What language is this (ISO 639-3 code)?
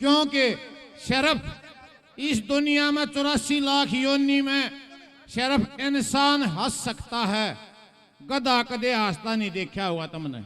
bgc